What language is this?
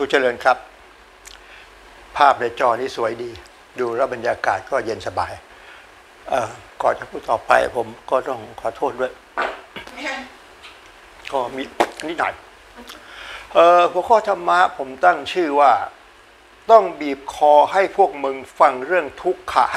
Thai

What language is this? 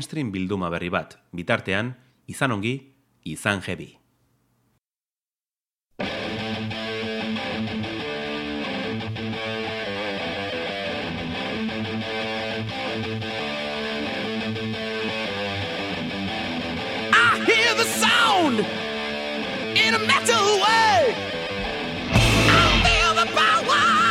Basque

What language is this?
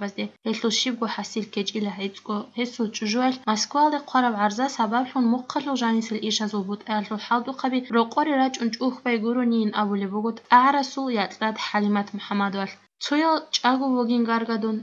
Avaric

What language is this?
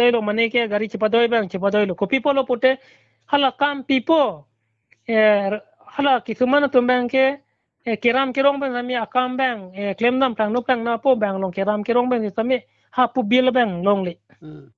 Karbi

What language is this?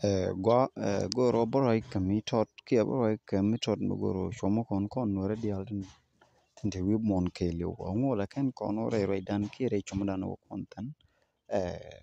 Nuer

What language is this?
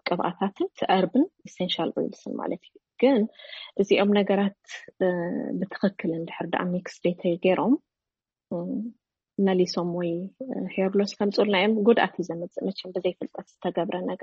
Tigrinya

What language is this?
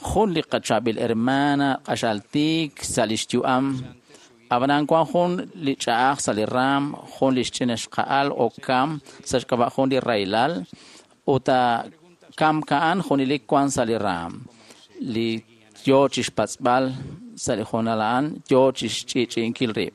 Kekchí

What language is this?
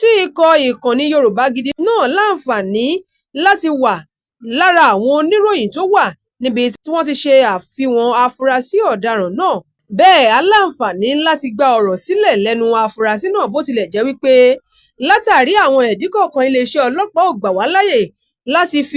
Yoruba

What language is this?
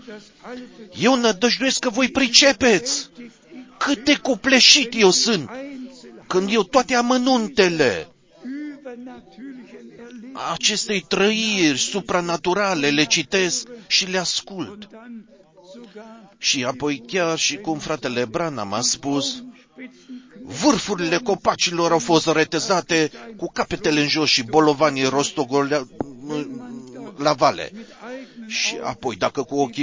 Romanian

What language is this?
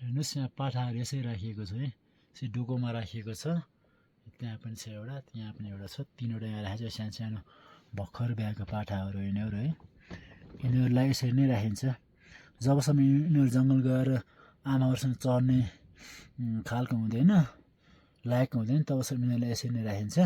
Nepali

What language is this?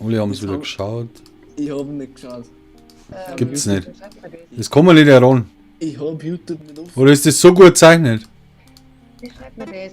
Bavarian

